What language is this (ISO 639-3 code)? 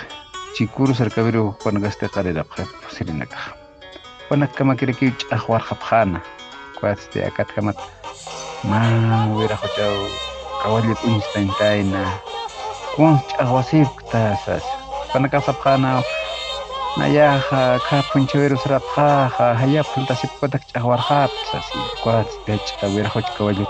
aym